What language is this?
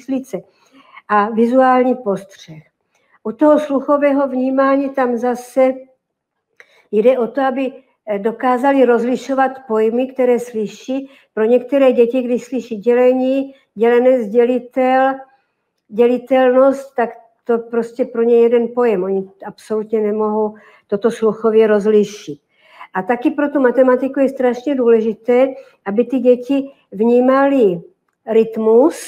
Czech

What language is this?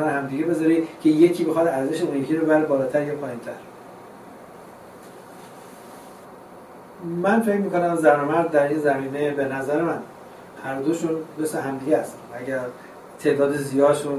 Persian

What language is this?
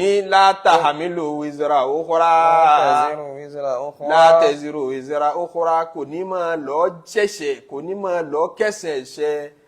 Yoruba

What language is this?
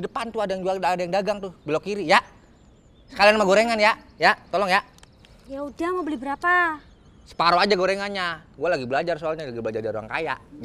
Betawi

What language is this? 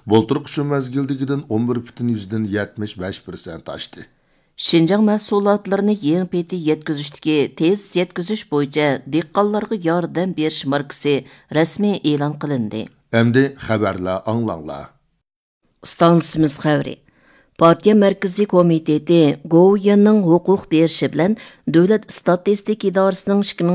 Uyghur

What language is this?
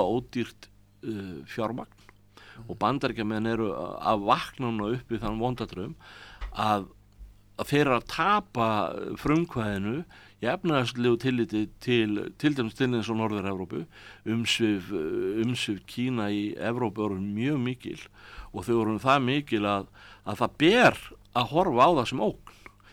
Icelandic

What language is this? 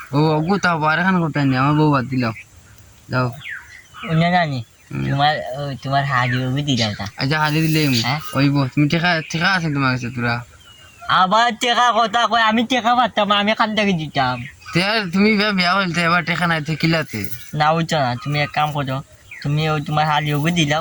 Sylheti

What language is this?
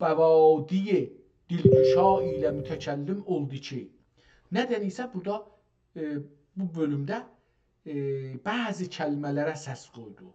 South Azerbaijani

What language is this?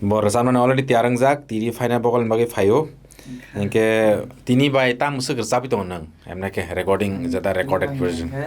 Kok Borok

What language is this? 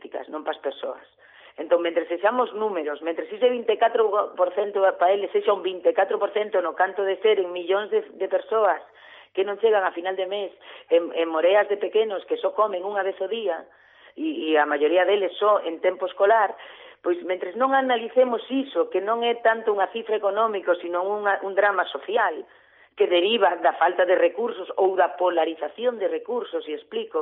Galician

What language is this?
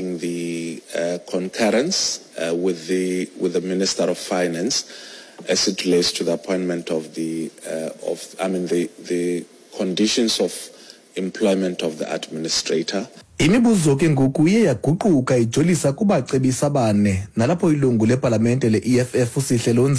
Xhosa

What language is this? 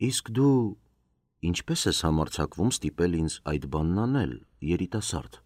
Armenian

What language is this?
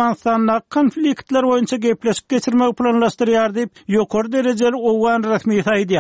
Turkmen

